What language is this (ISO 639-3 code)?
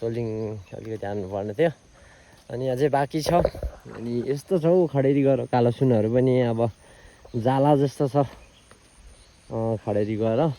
nep